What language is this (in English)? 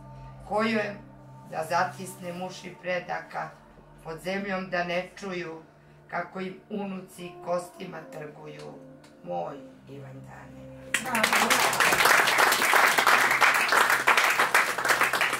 Serbian